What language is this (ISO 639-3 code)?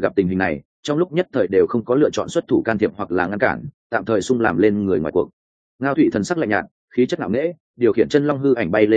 vie